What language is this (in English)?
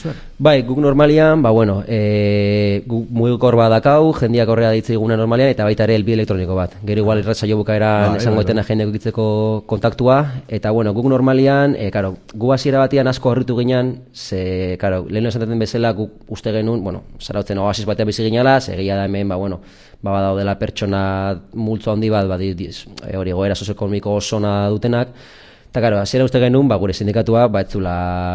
Basque